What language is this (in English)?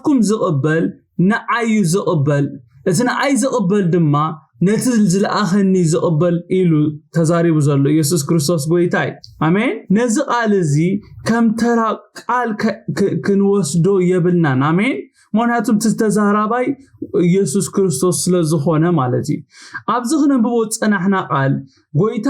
Tigrinya